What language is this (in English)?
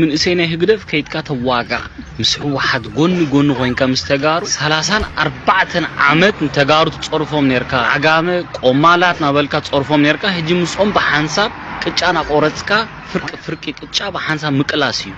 Tigrinya